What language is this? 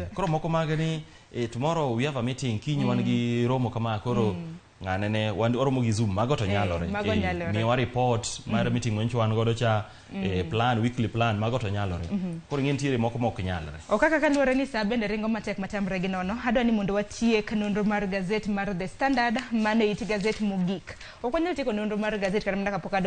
Luo (Kenya and Tanzania)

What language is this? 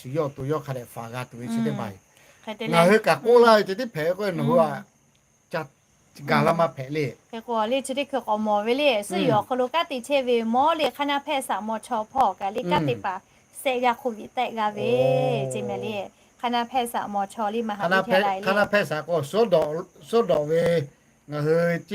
Lahu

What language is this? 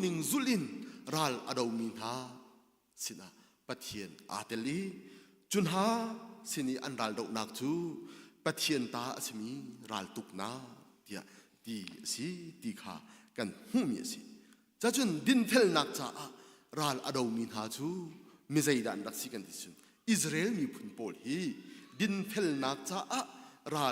Hakha Chin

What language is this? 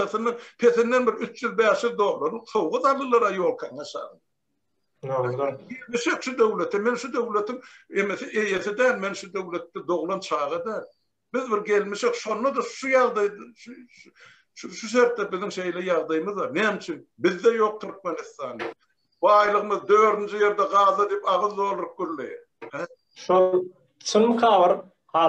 Turkmen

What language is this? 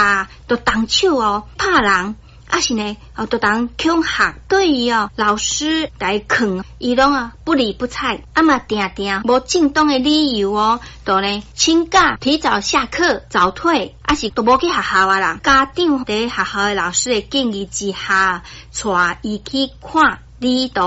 Min Nan Chinese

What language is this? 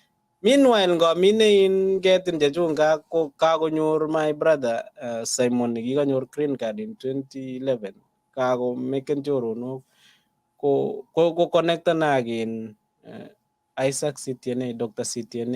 Kalenjin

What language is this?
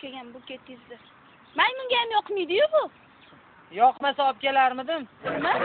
Uzbek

